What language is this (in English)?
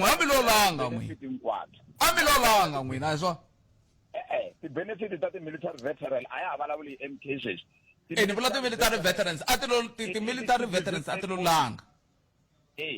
Tsonga